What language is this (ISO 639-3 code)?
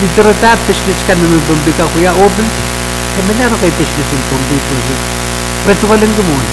pon